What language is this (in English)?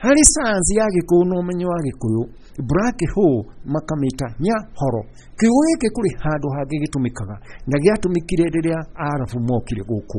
Kikuyu